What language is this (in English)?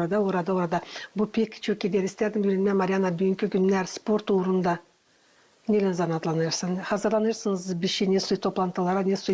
Gagauz